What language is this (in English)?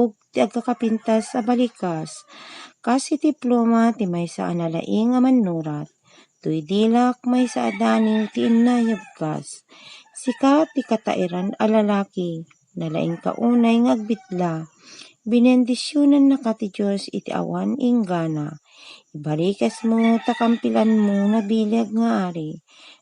Iloko